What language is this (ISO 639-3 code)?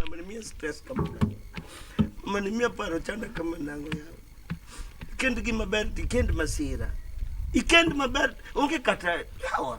luo